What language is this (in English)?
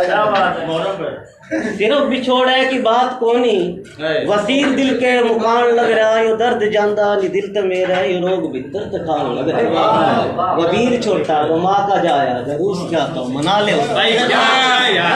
Haryanvi